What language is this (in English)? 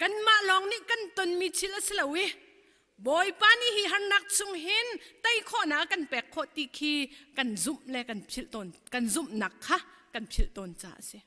Hakha Chin